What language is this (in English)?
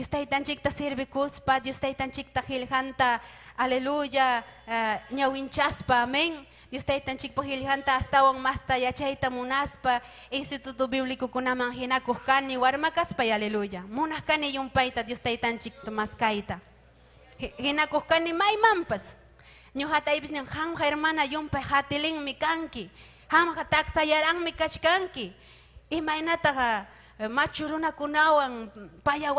Ayacucho Quechua